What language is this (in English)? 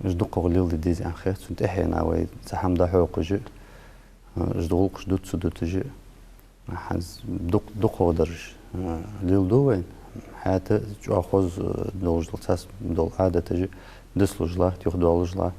Ingush